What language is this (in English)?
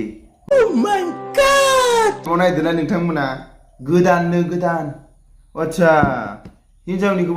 Bodo